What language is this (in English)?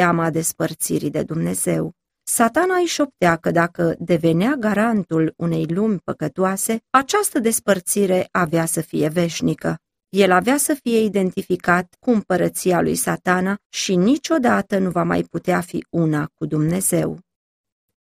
Romanian